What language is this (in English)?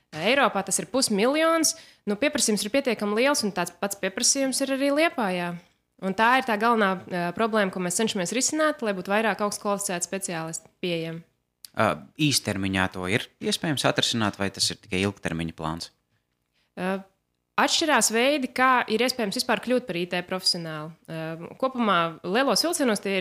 Latvian